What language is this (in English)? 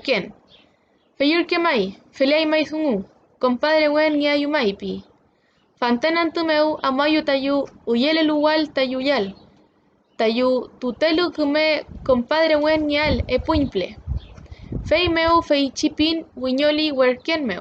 Mapuche